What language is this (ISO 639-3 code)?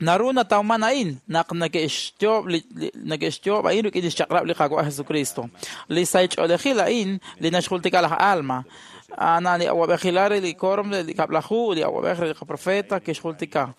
kek